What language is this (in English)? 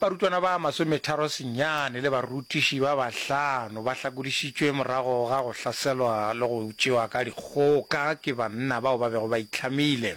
Northern Sotho